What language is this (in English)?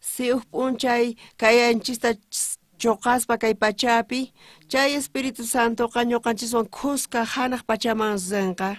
South Bolivian Quechua